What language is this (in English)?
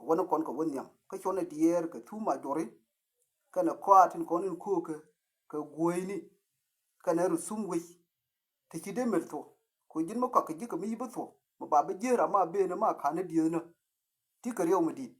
Nuer